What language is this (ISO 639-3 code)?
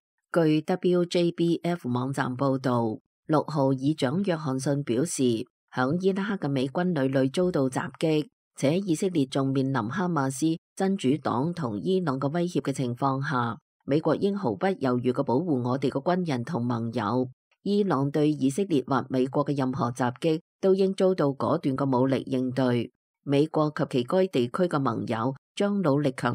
yue